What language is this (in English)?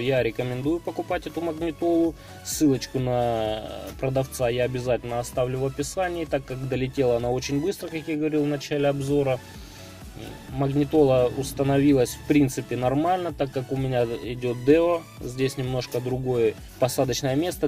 Russian